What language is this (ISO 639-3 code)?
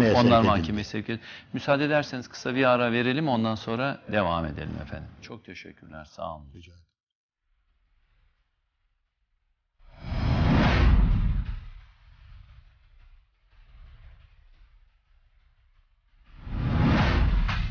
tur